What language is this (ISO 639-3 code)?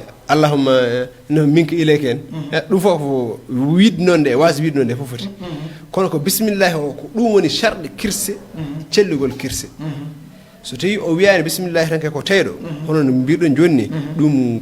ful